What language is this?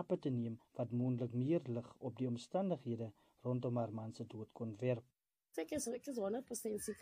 Afrikaans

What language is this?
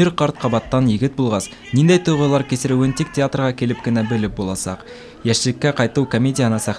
Bashkir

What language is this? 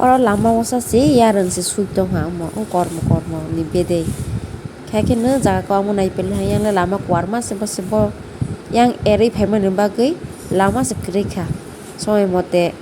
Kok Borok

